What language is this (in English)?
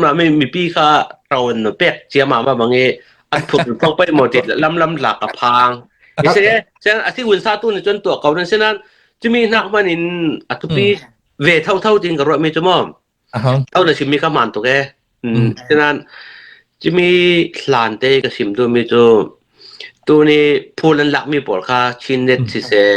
Falam Chin